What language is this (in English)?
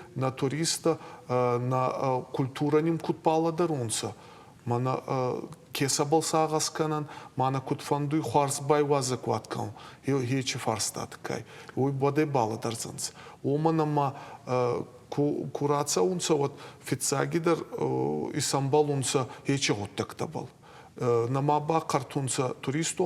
Ossetic